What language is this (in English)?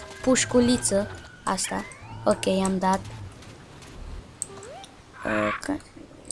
Romanian